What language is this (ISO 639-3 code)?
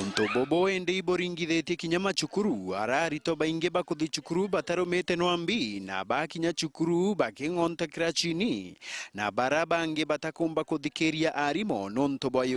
mer